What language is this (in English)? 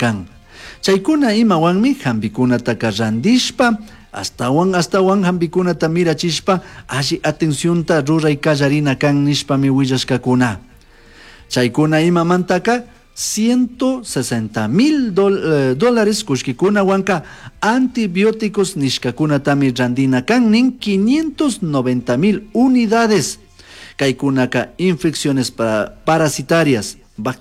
Chimborazo Highland Quichua